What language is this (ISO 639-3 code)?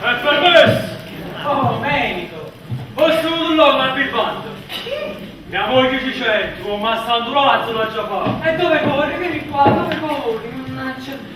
nap